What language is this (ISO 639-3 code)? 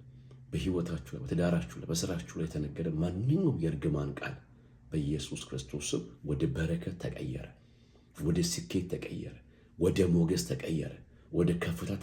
amh